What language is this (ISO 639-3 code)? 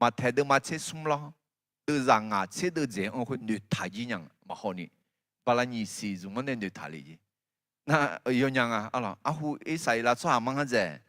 ahk